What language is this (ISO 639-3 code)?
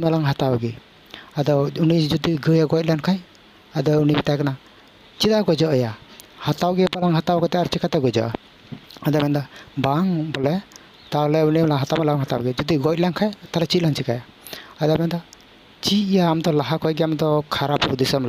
sat